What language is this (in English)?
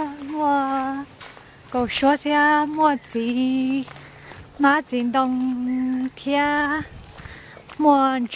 Hmong